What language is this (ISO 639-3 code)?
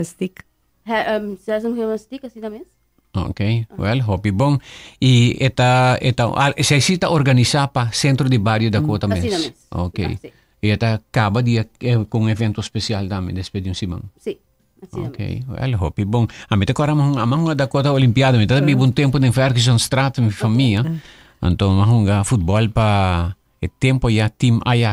pap